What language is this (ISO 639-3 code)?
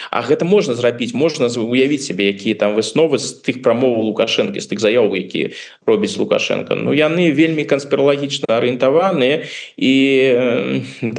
bel